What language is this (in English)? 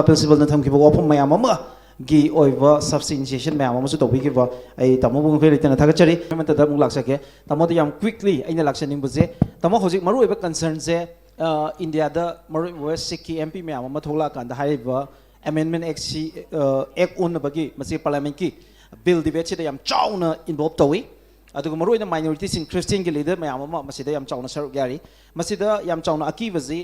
Manipuri